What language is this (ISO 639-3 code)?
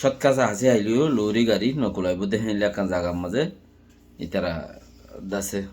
rhg